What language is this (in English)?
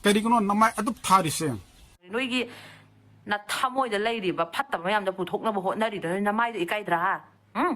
Manipuri